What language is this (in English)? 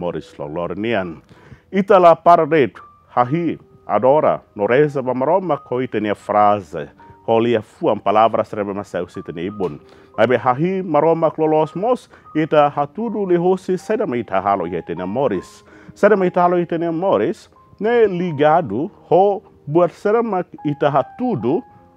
Tetum